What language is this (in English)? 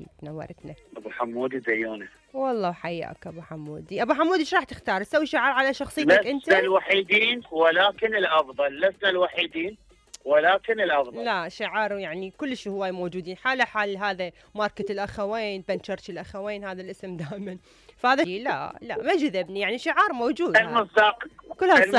Mesopotamian Arabic